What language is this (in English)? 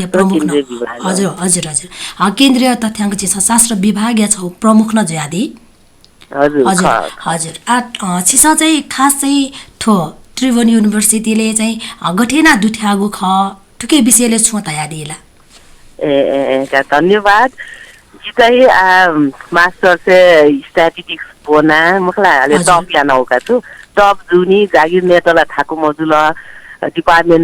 Newari